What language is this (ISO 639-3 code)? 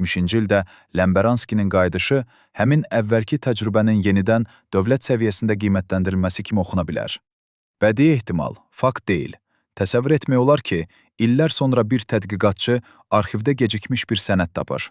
aze